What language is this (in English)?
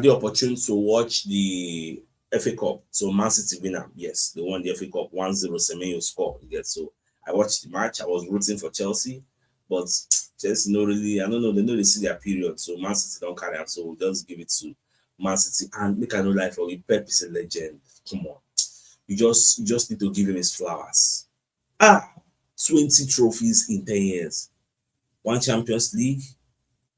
Nigerian Pidgin